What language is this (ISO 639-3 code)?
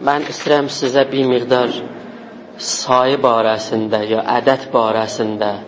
azb